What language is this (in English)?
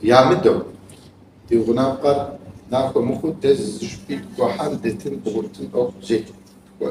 Kabardian